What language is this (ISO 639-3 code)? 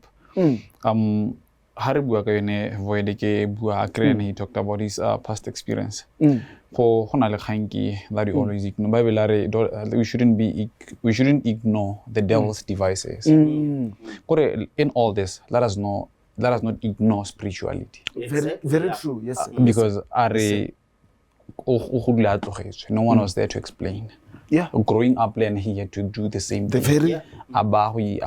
tsn